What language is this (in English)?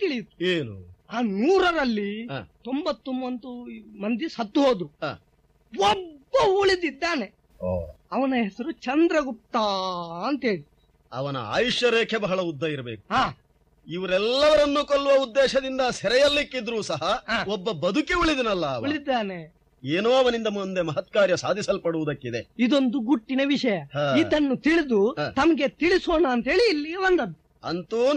Kannada